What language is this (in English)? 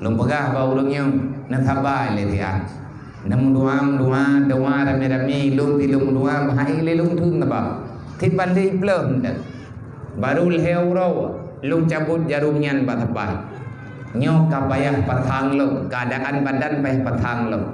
Achinese